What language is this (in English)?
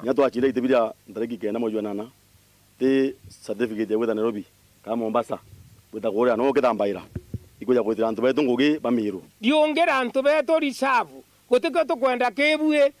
Meru